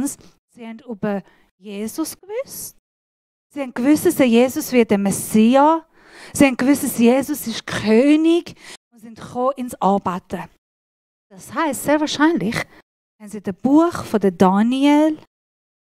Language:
Swiss German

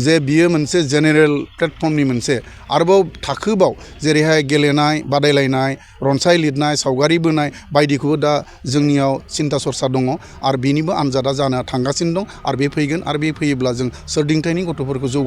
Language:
Bodo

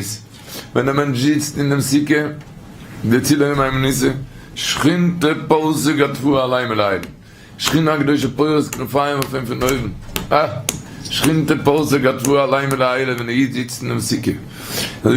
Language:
Yiddish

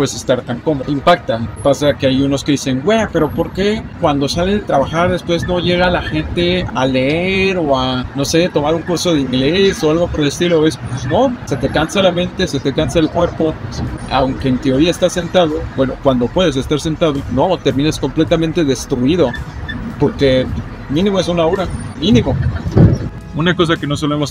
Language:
Spanish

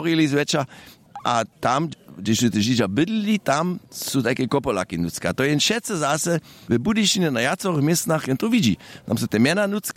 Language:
Upper Sorbian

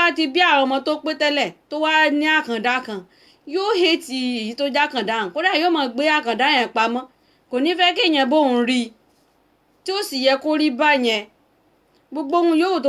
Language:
Yoruba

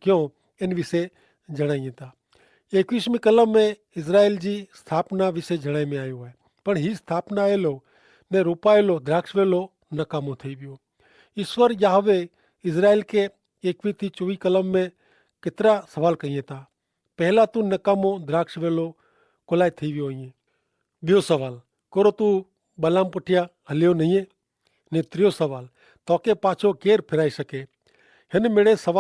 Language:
Kachhi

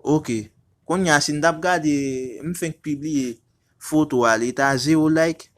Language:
Haitian Creole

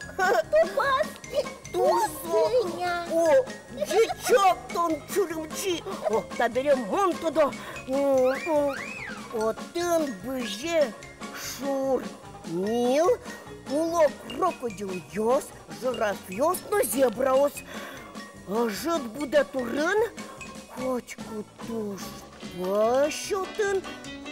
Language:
Udmurt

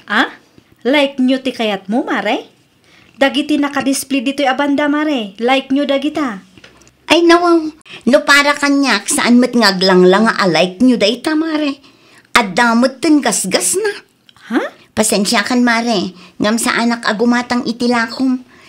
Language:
Iloko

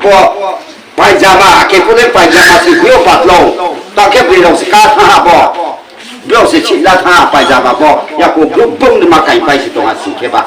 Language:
Riang (India)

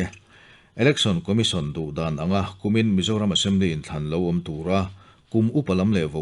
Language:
Mizo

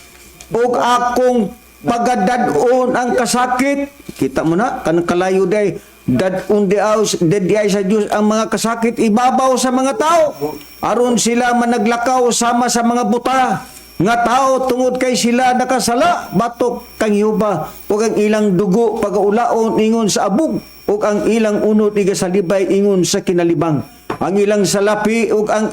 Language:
Cebuano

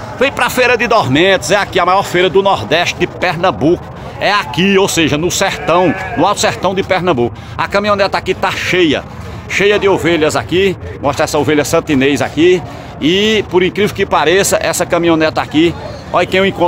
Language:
Portuguese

